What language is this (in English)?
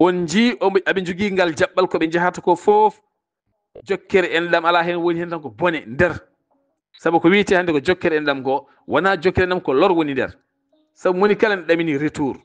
Fula